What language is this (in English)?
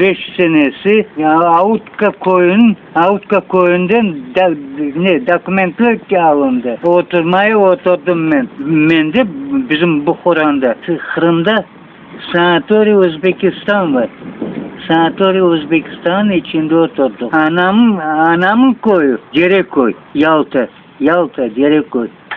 Crimean Tatar